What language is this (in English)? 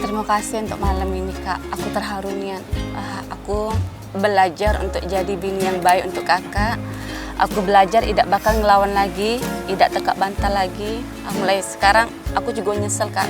Musi